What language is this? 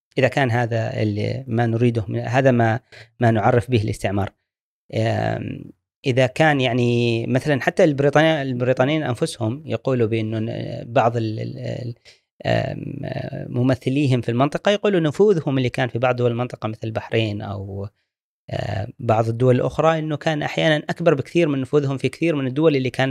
Gulf Arabic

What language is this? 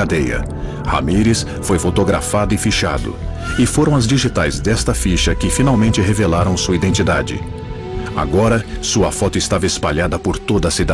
Portuguese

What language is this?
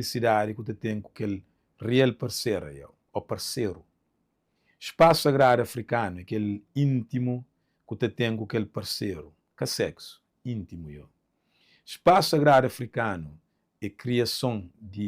Kabuverdianu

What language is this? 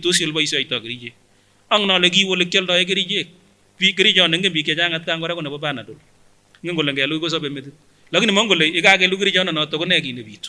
Kipsigis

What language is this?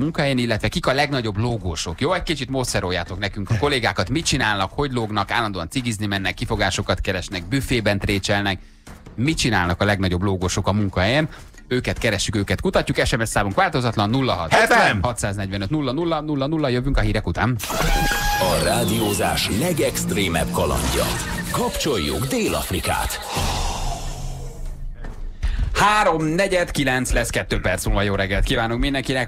Hungarian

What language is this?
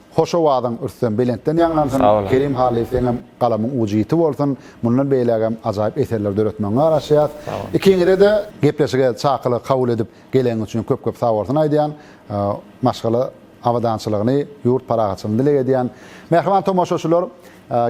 Turkmen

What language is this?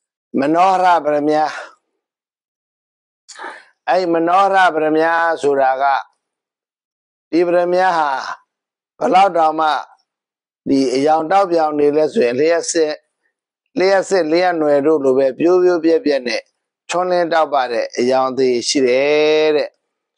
Burmese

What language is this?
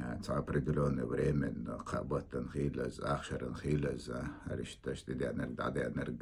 Chechen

